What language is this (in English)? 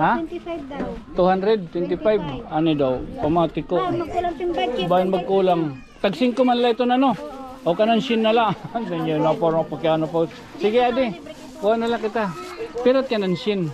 Waray